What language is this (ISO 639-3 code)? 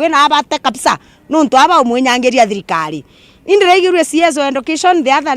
mer